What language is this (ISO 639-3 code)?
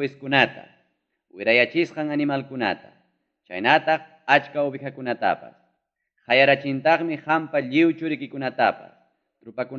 quy